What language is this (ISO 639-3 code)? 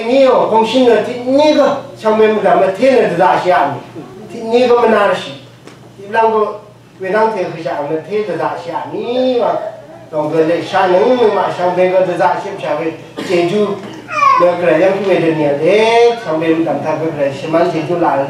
raw